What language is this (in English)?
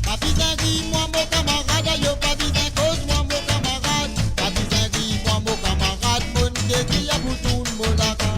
Morisyen